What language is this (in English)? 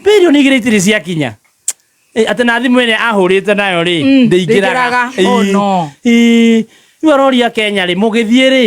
Kikuyu